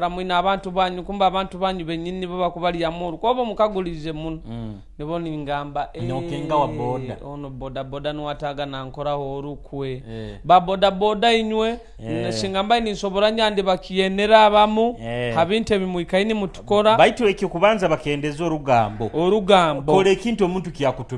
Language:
Nyoro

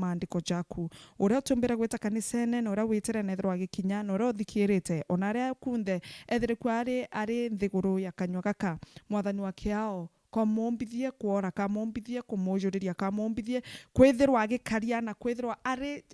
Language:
Meru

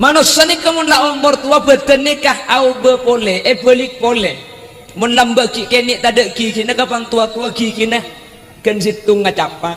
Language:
Madurese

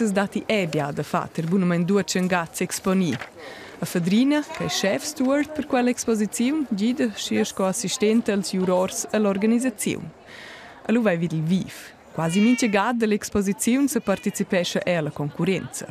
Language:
Romansh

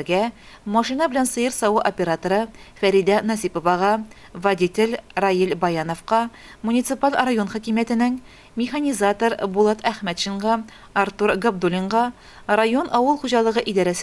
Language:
Tatar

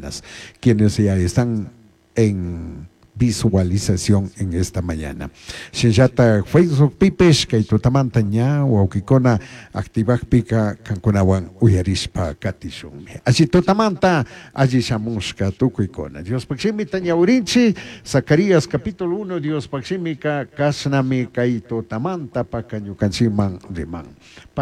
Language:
Chimborazo Highland Quichua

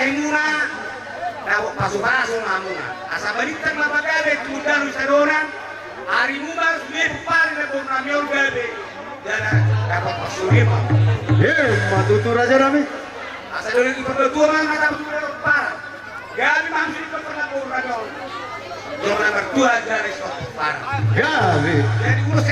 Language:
Batak Toba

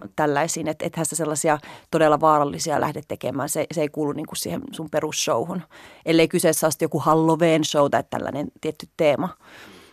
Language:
Finnish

